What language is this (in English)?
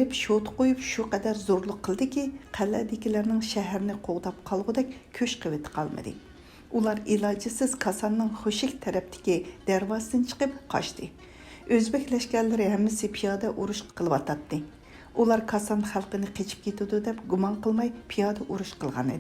Uyghur